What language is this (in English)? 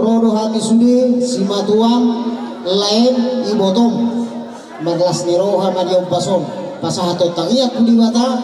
Batak Toba